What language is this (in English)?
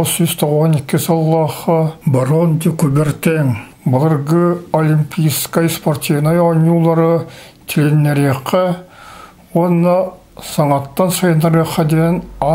Yakut